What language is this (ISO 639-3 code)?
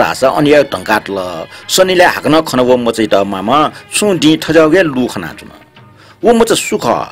new